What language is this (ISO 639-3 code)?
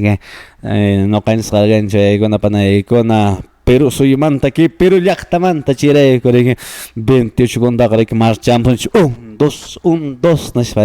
que